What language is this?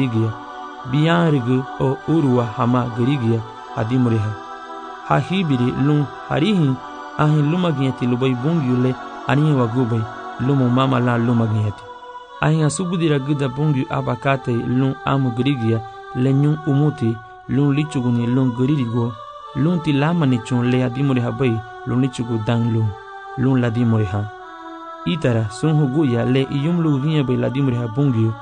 Garifuna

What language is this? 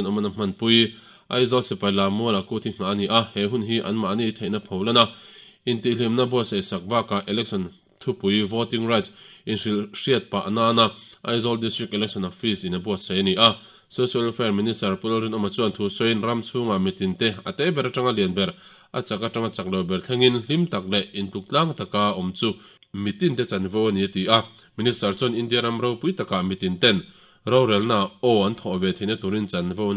Mizo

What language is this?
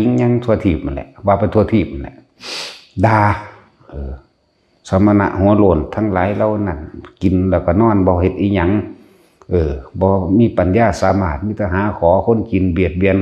Northeastern Thai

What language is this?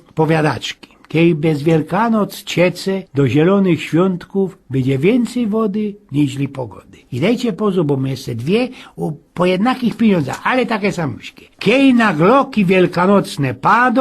Silesian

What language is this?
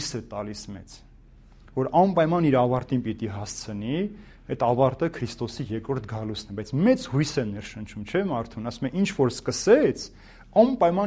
Armenian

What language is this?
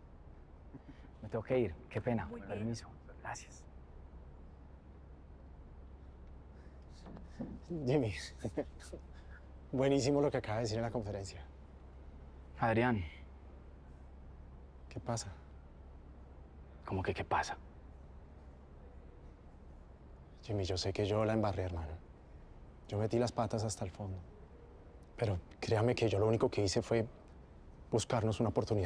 Spanish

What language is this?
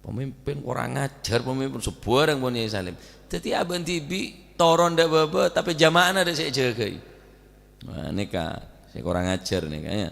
Madurese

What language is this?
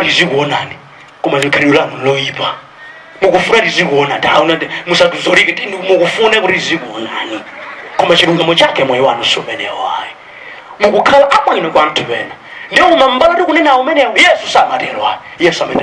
Nyanja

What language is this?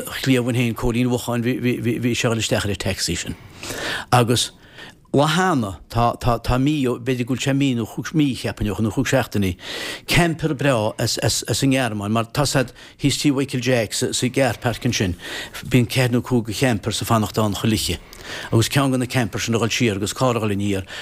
Irish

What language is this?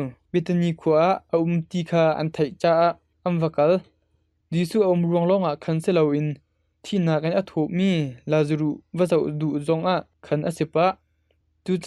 Hakha Chin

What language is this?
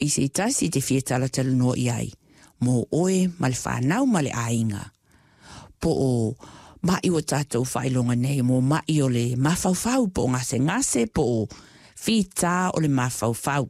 Samoan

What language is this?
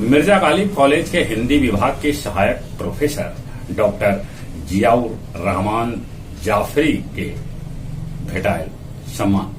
Magahi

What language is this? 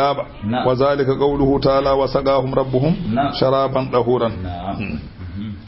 Fula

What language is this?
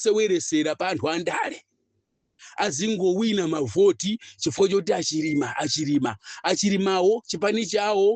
Nyanja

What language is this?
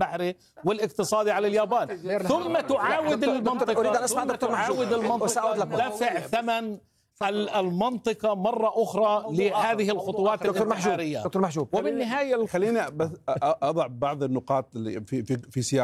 Arabic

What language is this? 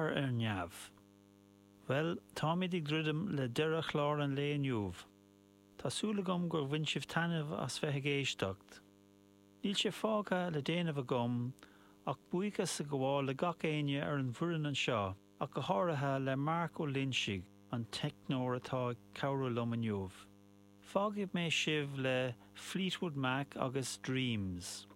Irish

